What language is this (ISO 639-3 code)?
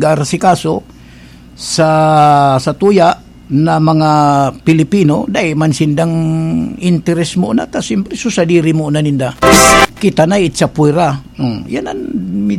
bik